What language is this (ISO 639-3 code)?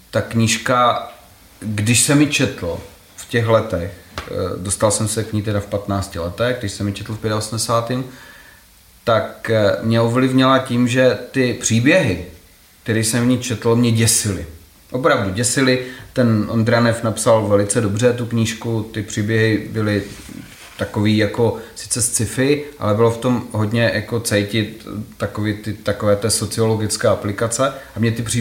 ces